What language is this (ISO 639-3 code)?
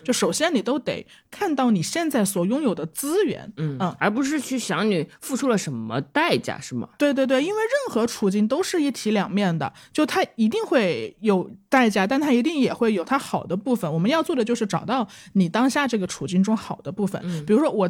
zho